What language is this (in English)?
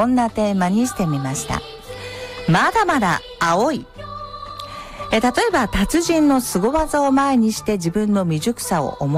Japanese